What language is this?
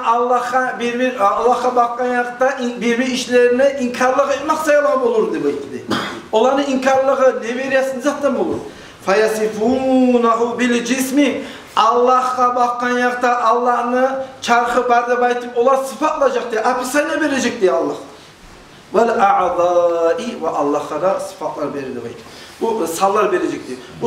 Kumyk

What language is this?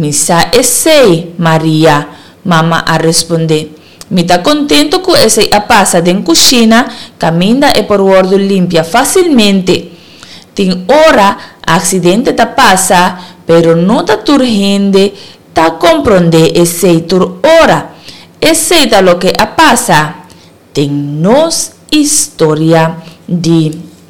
Papiamento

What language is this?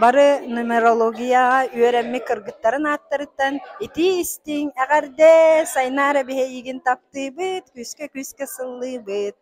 Yakut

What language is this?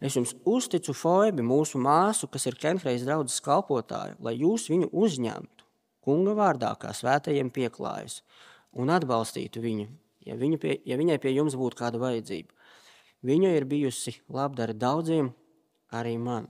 Latvian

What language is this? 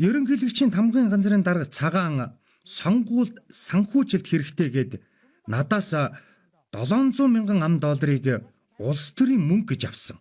Mongolian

